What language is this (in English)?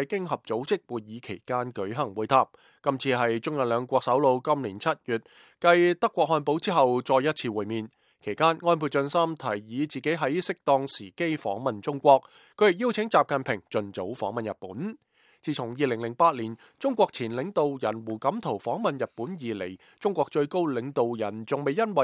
Cantonese